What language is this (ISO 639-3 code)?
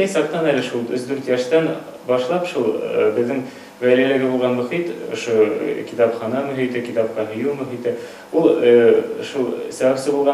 bak